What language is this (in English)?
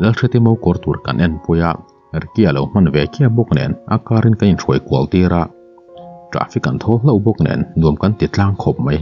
Mizo